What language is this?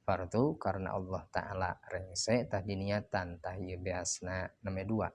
Sundanese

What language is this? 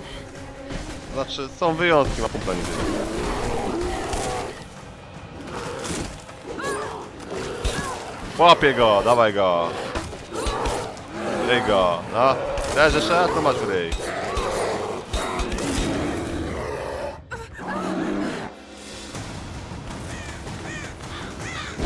Polish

